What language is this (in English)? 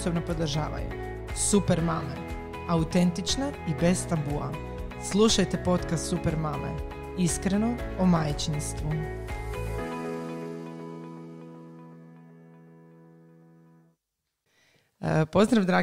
Croatian